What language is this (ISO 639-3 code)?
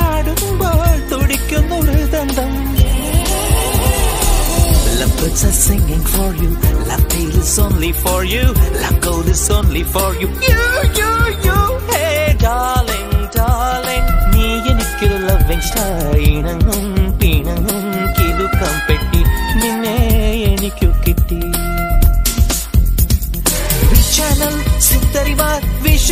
mal